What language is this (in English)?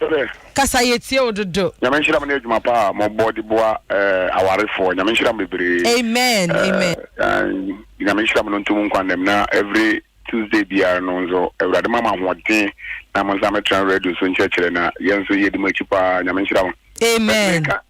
Akan